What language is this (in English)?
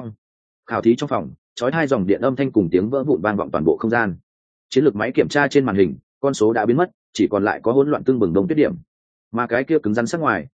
Vietnamese